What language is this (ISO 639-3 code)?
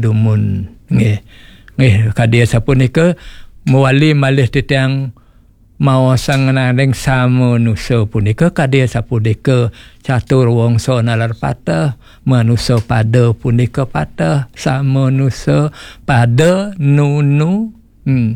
ban